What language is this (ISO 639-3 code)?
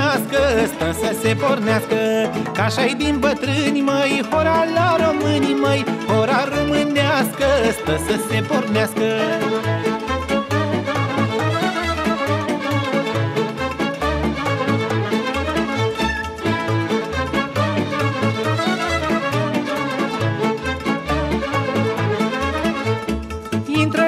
ron